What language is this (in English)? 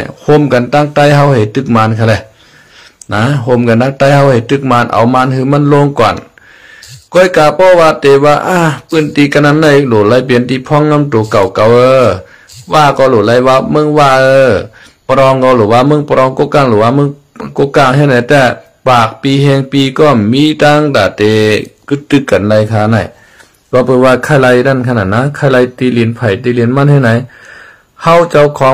Shan